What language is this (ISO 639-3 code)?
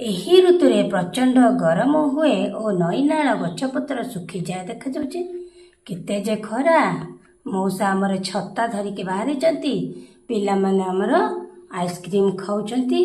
ori